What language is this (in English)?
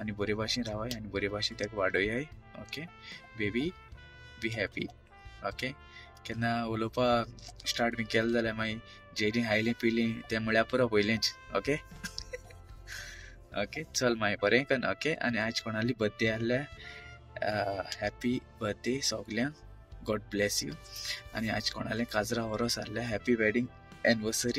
Konkani